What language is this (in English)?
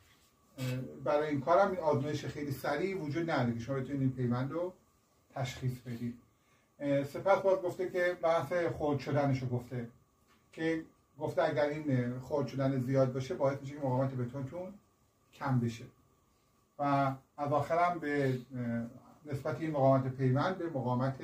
Persian